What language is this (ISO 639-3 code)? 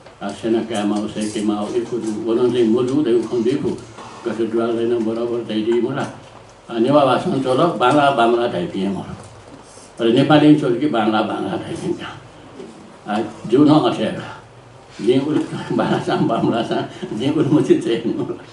new